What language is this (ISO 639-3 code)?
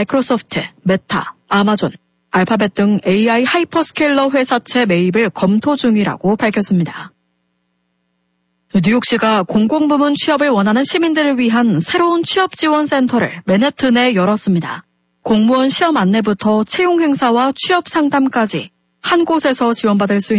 kor